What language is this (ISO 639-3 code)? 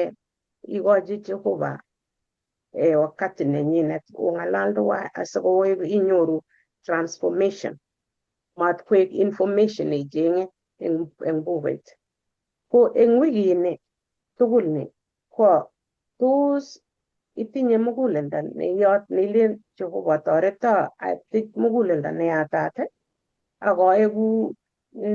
kln